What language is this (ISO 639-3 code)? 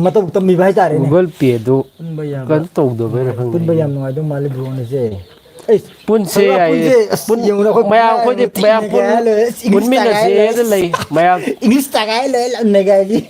mni